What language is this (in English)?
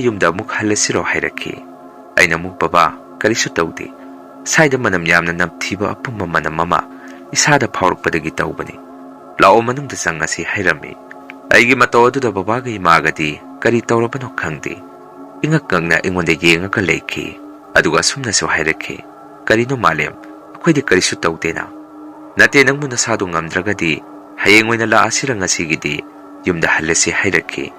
Manipuri